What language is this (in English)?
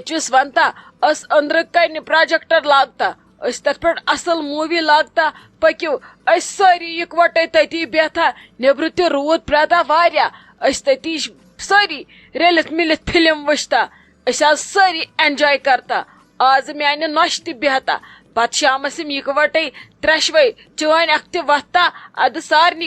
Kashmiri